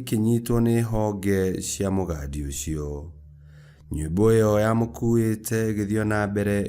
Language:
Kikuyu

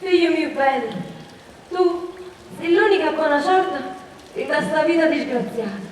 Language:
Neapolitan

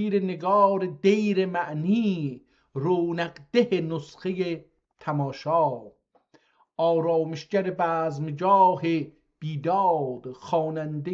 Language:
South Azerbaijani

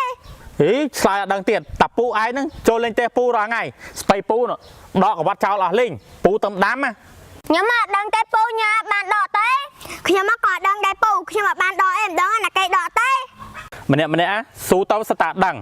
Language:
Khmer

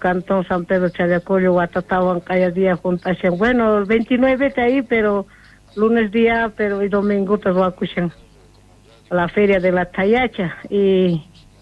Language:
South Bolivian Quechua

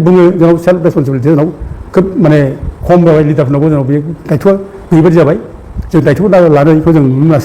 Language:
Bodo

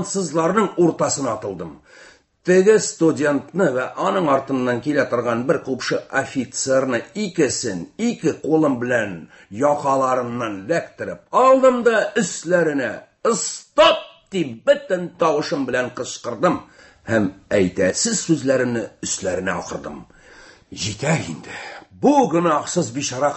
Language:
Tatar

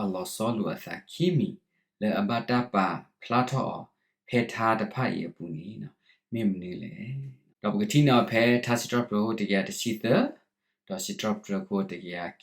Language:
S'gaw Karen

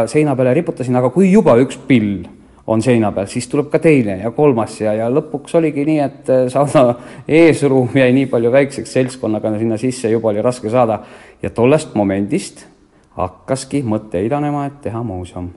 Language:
Estonian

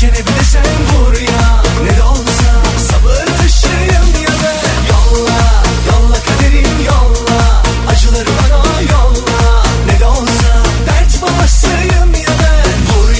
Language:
Turkish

